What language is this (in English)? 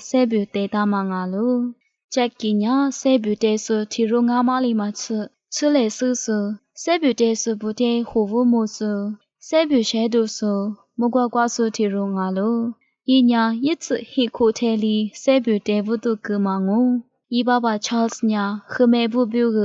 Lisu